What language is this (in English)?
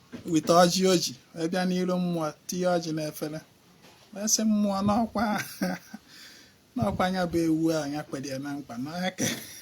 Igbo